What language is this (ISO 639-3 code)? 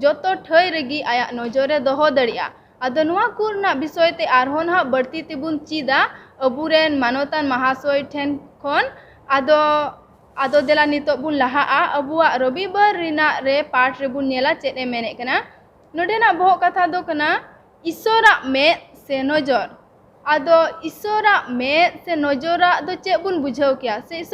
sat